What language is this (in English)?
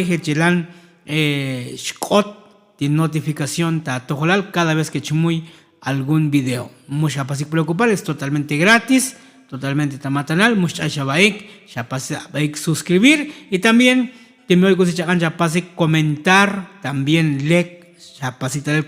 Tzotzil